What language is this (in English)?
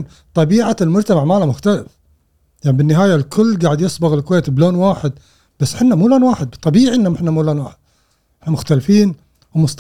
Gulf Arabic